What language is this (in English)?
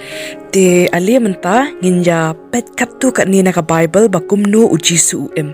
Khasi